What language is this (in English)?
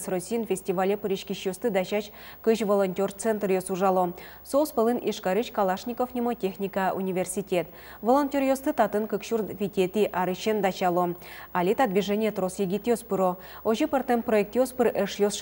Udmurt